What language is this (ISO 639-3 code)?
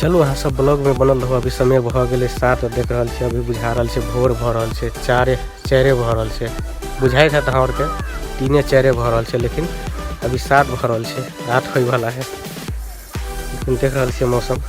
mai